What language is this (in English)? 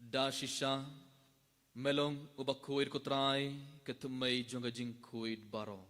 Khasi